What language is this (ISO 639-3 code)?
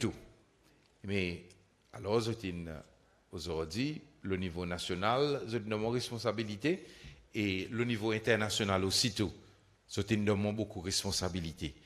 crs